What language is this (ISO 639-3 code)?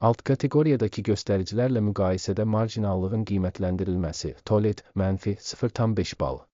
aze